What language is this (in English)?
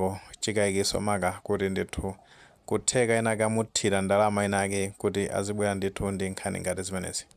Nyanja